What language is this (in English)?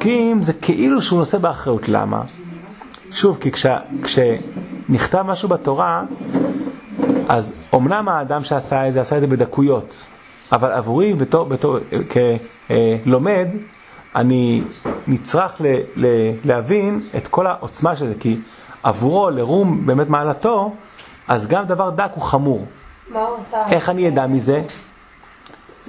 Hebrew